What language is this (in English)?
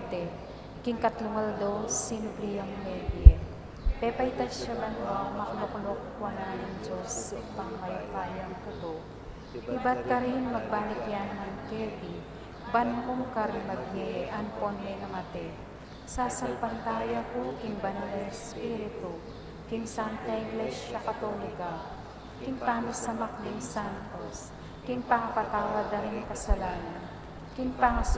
Pampanga